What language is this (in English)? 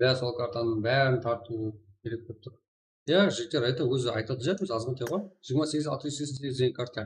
Kara-Kalpak